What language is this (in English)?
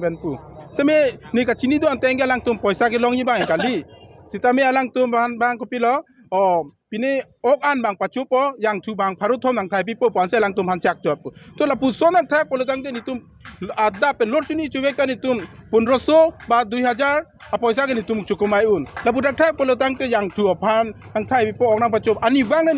Karbi